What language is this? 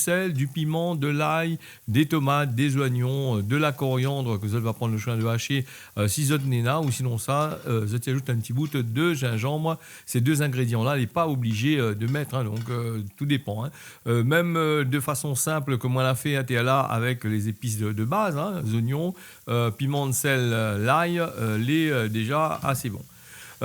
Réunion Creole French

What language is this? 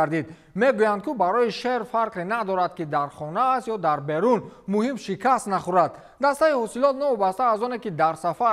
Tajik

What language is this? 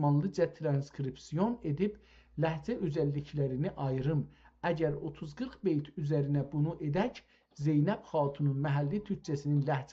South Azerbaijani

